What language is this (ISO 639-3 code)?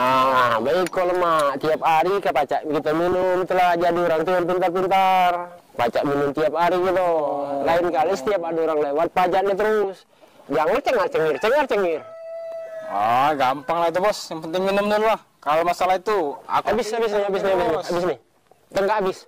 mui